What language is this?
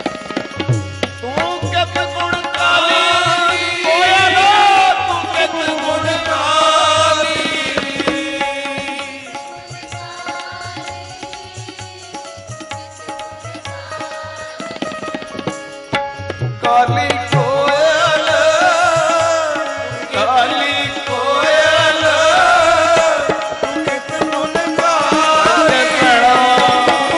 Punjabi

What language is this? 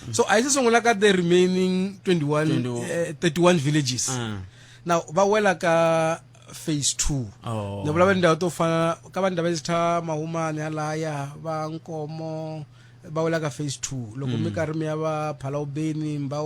Tsonga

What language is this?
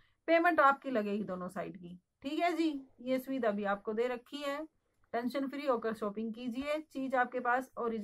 Hindi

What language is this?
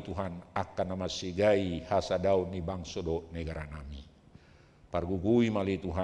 Batak Toba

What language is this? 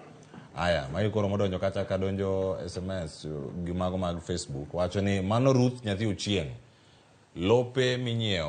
Luo (Kenya and Tanzania)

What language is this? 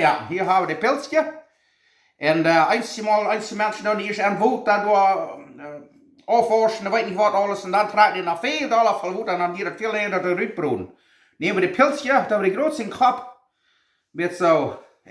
Plautdietsch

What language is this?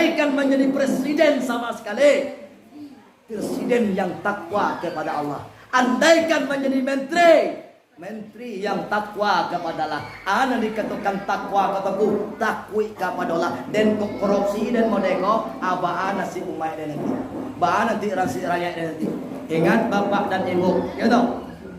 Minangkabau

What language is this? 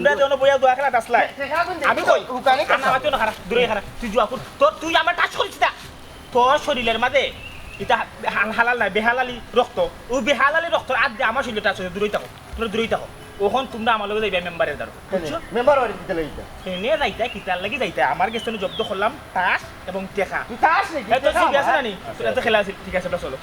Sylheti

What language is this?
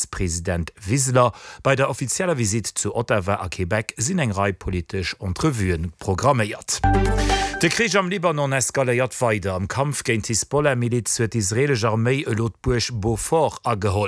Luxembourgish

